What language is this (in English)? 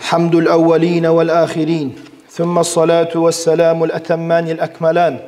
Kumyk